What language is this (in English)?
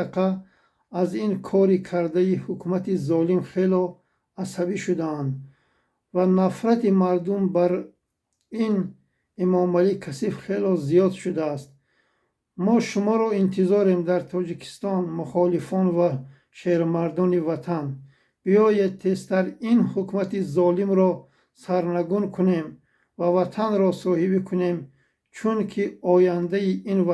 Tajik